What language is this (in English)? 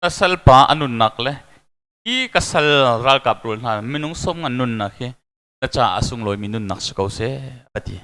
Hakha Chin